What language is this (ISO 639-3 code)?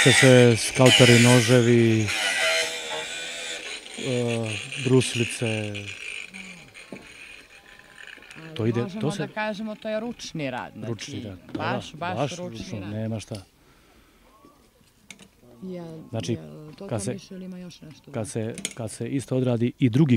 srp